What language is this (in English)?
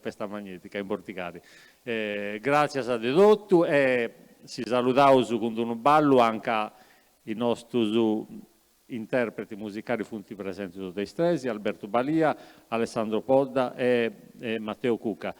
Sardinian